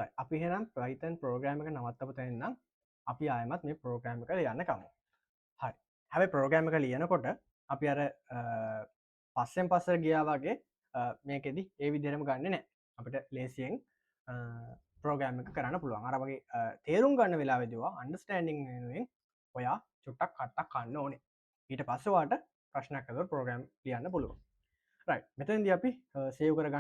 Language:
Sinhala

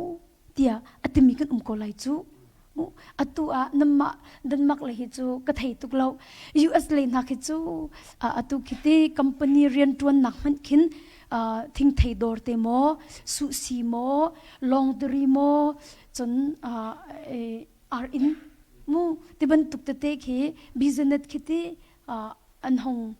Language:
Hakha Chin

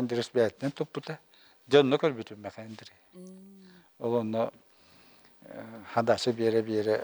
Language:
Yakut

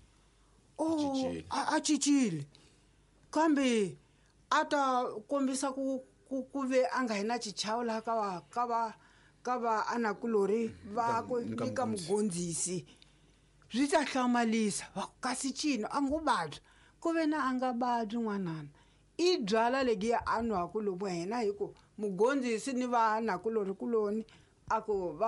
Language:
Tsonga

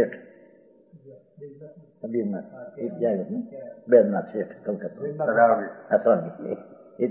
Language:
Gujarati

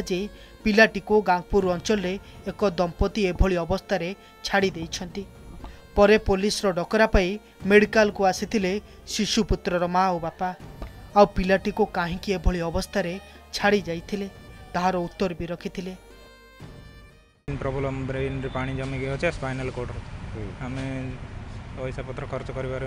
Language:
Odia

